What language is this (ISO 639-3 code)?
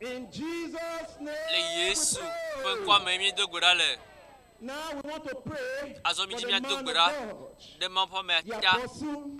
ewe